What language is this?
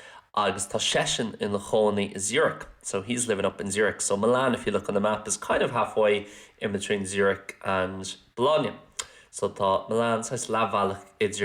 Irish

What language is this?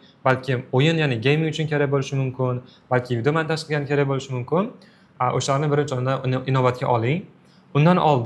Uzbek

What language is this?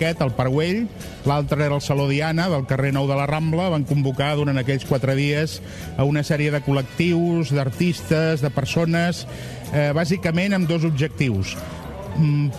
Catalan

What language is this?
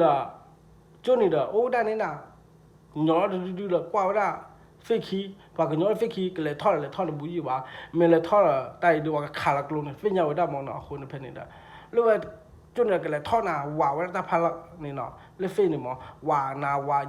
S'gaw Karen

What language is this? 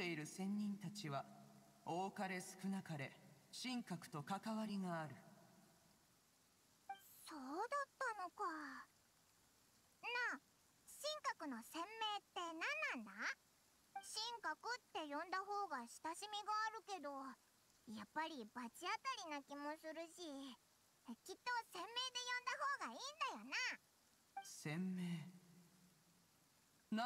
Japanese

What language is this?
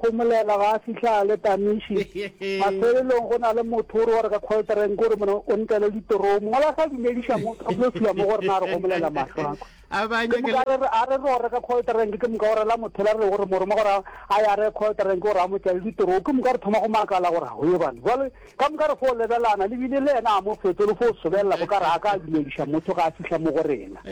Northern Sotho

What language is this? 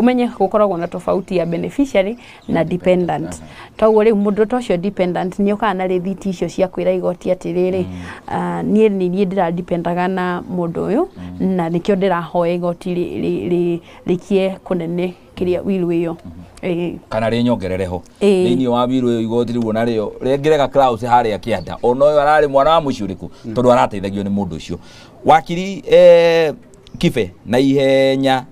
Kikuyu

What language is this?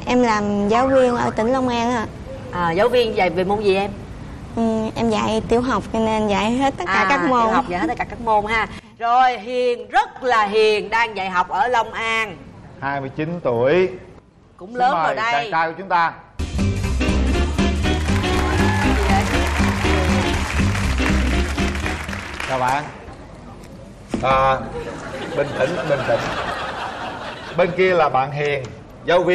Vietnamese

